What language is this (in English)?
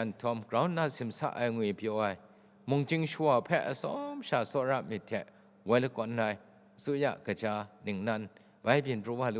Kachin